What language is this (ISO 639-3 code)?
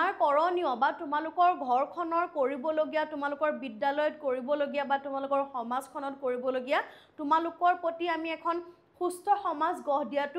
asm